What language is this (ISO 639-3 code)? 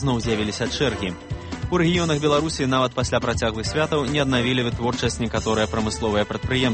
bel